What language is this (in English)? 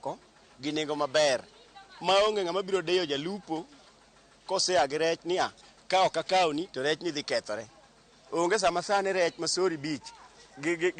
Luo (Kenya and Tanzania)